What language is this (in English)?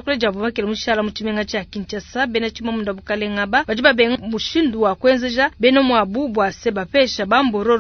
Luba-Lulua